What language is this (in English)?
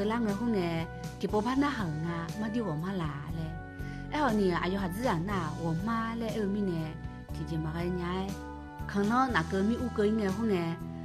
Akha